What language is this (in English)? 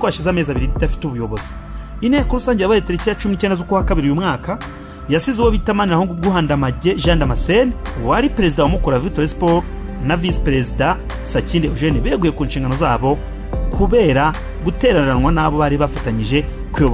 Kinyarwanda